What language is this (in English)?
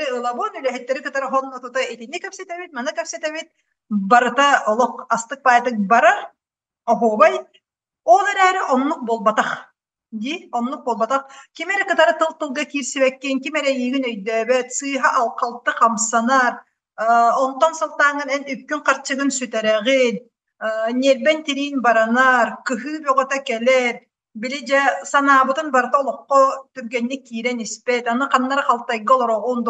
Yakut